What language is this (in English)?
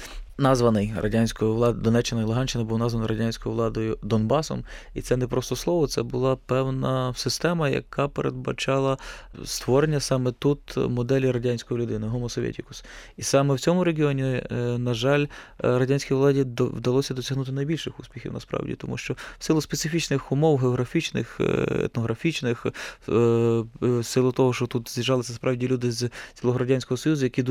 Ukrainian